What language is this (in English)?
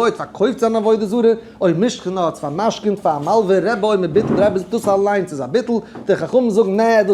Yiddish